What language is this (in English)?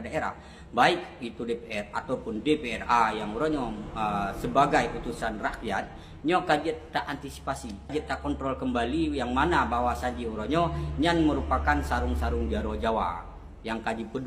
Achinese